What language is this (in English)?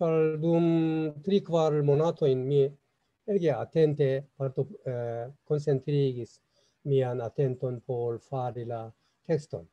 Esperanto